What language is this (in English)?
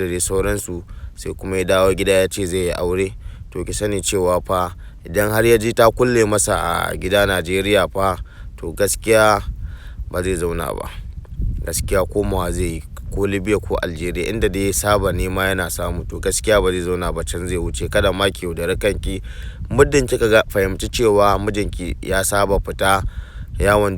Hausa